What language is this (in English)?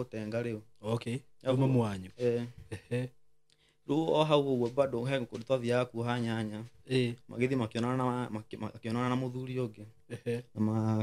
Kikuyu